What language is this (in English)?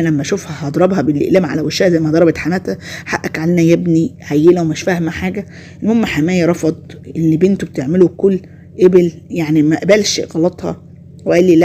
Egyptian Arabic